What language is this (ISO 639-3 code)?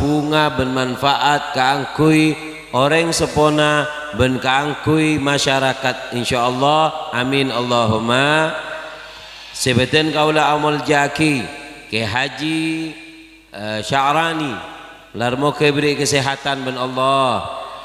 mad